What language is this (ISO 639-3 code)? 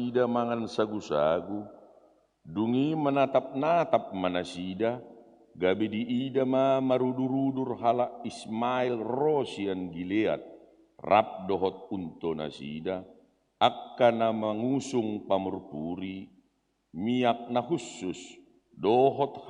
bbc